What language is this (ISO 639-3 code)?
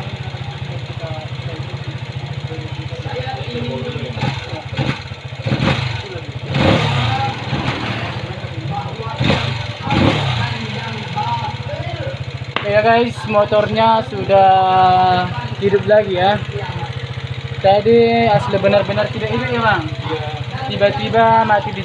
ind